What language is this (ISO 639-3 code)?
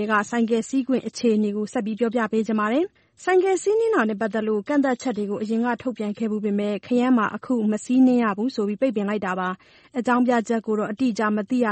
mya